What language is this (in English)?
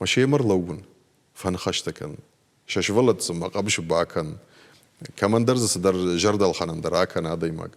Ossetic